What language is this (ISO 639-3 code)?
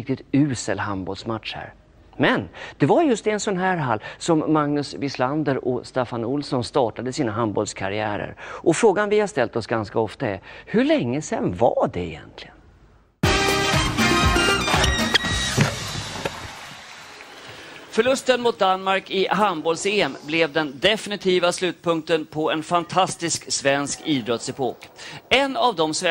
swe